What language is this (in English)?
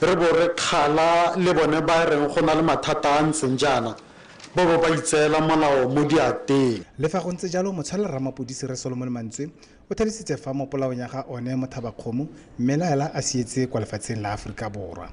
Tswana